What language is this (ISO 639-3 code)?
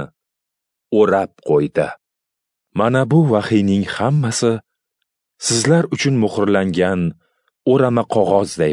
uzb